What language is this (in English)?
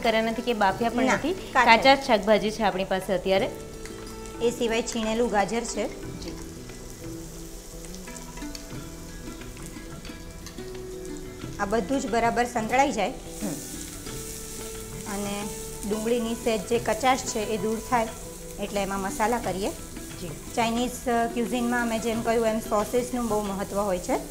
Gujarati